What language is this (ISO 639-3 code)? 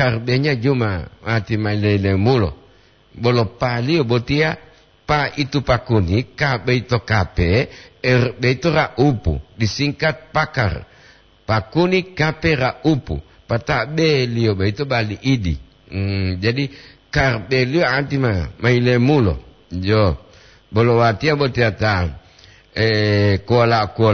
gor